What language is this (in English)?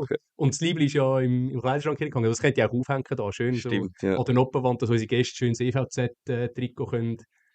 Swiss German